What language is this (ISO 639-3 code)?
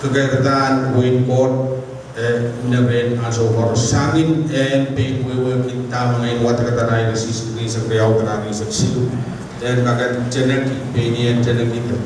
pon